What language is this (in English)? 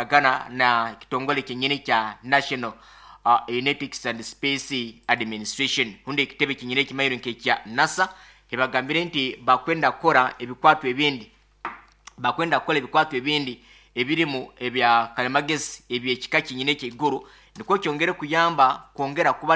Nyoro